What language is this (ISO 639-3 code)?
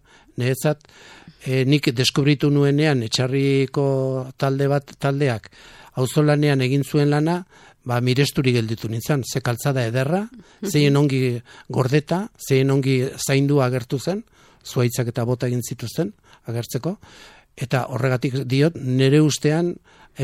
eus